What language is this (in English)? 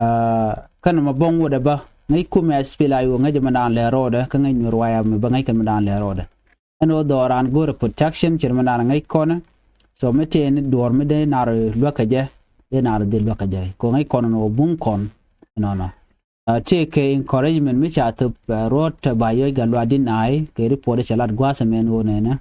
Nuer